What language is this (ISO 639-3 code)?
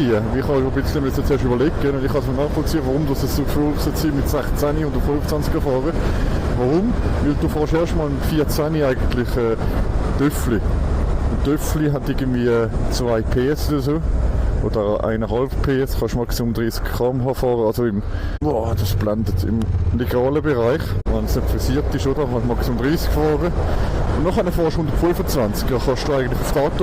gsw